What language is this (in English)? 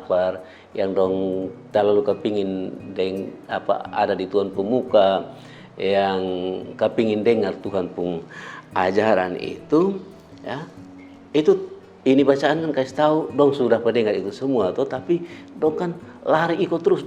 Kupang Malay